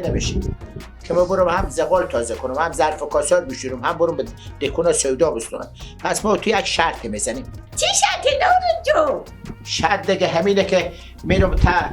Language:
Persian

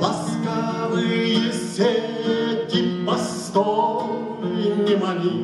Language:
Chuvash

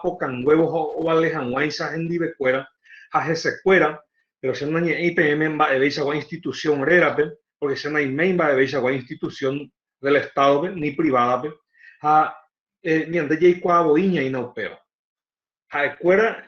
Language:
Guarani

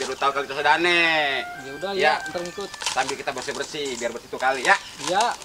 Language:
Betawi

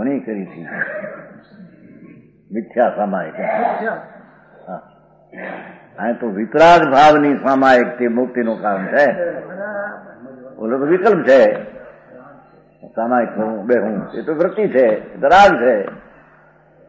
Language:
Gujarati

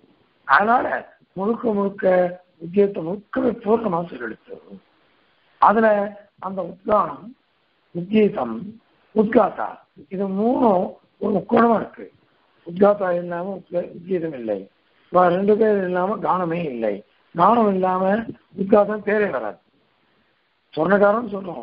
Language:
Tamil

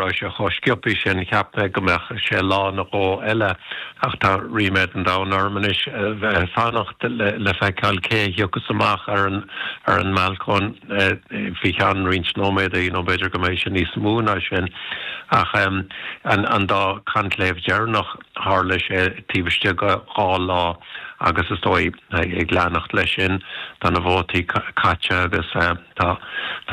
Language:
Irish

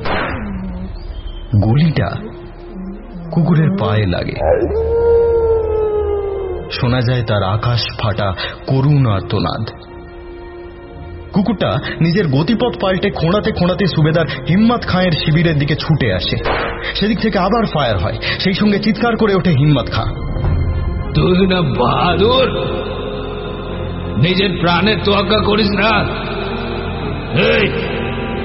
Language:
Bangla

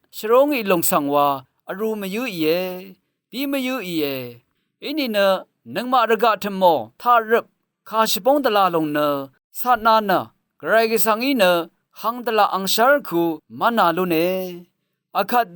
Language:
Rawang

